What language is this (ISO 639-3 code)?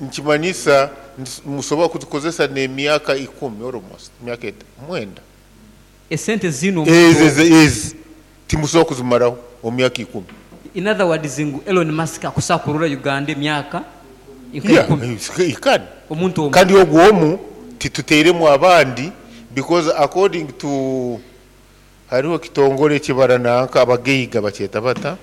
nyo